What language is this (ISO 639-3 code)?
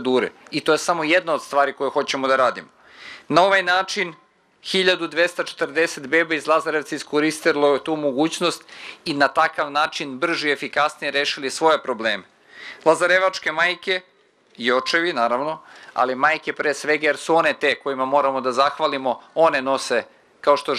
srp